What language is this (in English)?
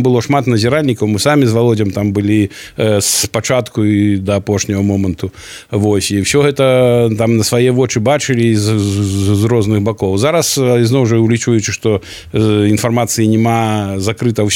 Belarusian